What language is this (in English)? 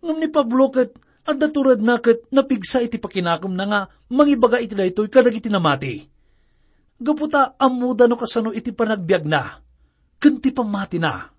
Iloko